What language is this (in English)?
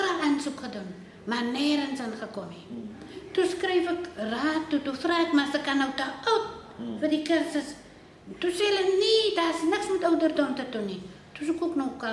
Afrikaans